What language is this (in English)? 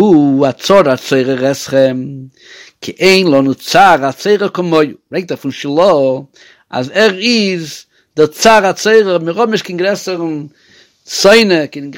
Yiddish